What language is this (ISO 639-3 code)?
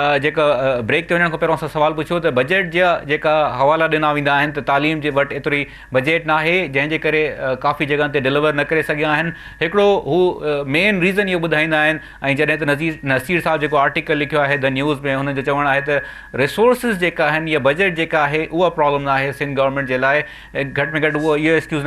snd